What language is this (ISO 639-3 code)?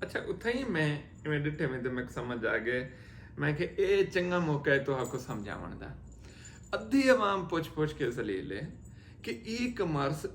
skr